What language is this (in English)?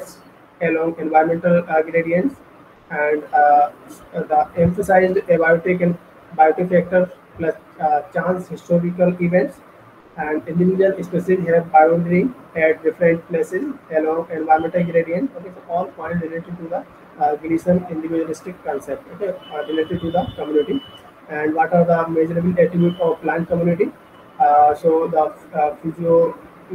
English